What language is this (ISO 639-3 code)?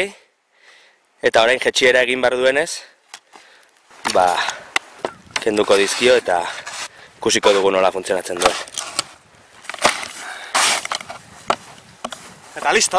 eus